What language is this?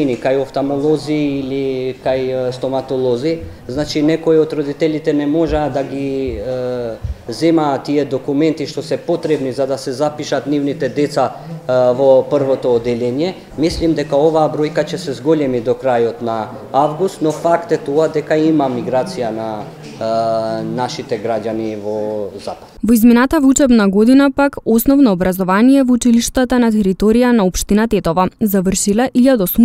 Macedonian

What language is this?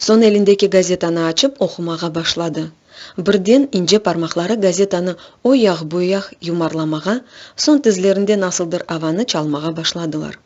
Crimean Tatar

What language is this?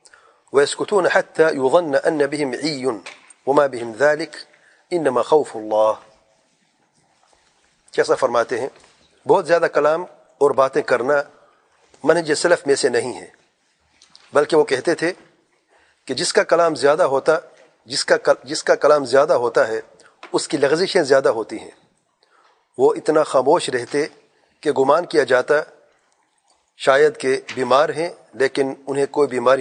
Urdu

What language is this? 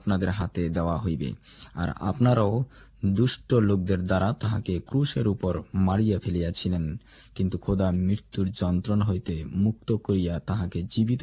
Bangla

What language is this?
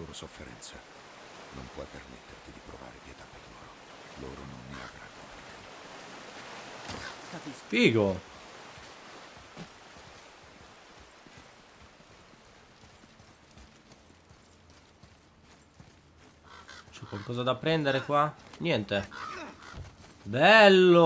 Italian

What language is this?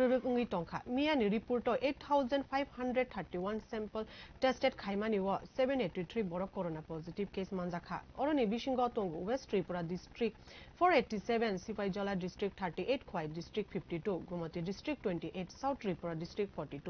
Kok Borok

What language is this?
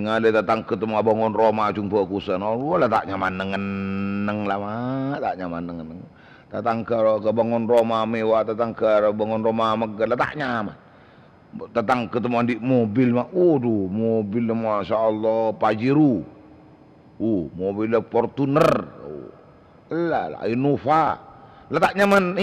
Madurese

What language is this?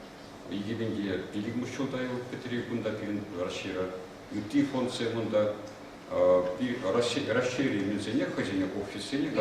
Chuvash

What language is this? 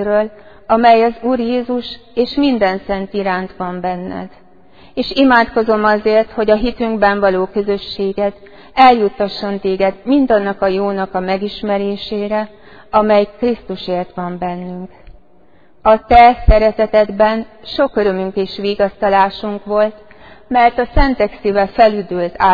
Hungarian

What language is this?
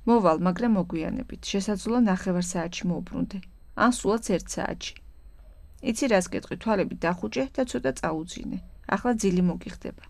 Georgian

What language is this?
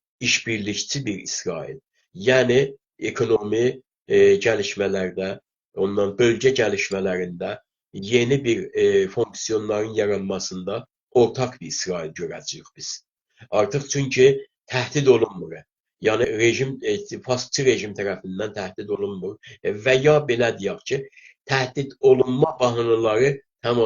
South Azerbaijani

